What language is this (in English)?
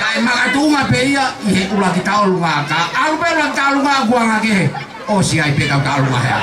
Tongan